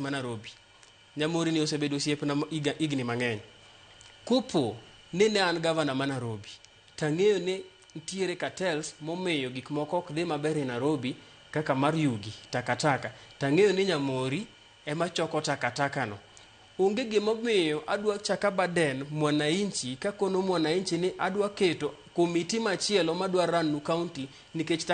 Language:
Luo (Kenya and Tanzania)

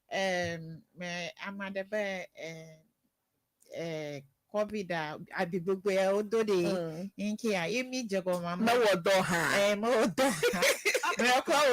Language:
Ewe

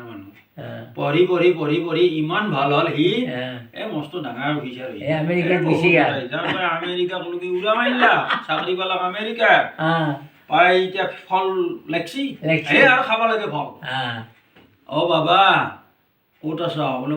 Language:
Assamese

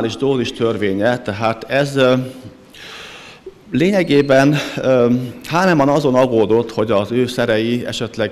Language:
Hungarian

